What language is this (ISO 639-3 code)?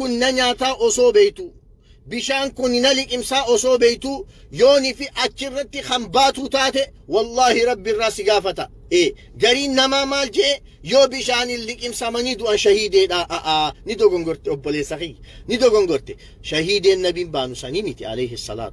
orm